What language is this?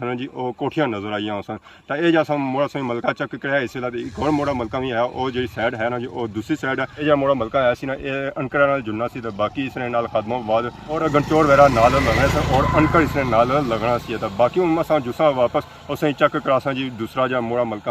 Pahari-Potwari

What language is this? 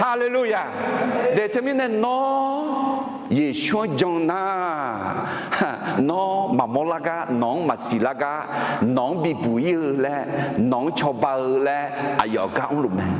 Akha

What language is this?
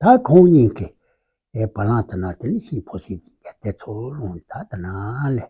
Tibetan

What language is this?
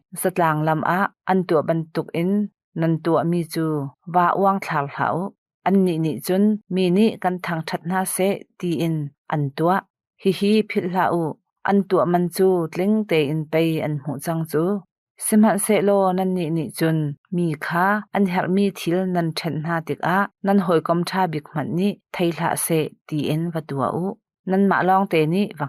Hakha Chin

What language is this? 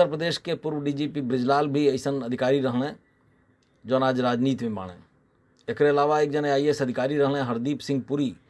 Bhojpuri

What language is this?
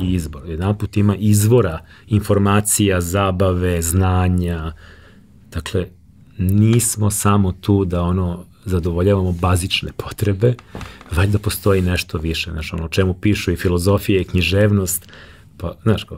Serbian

